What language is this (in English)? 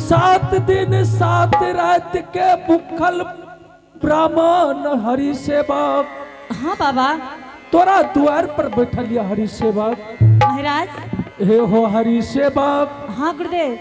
Angika